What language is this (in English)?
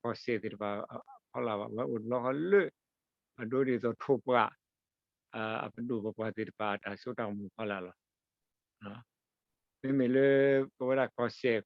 S'gaw Karen